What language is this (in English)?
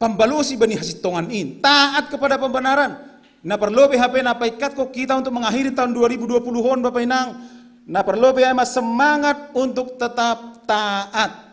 Batak Simalungun